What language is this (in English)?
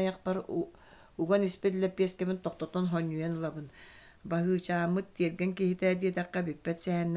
Yakut